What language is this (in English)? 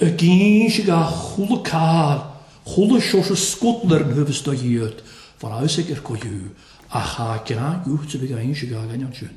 Welsh